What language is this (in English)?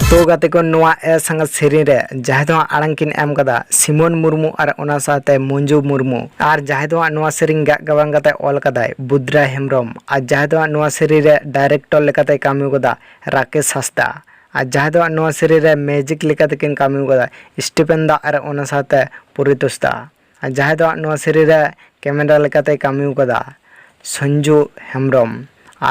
Santali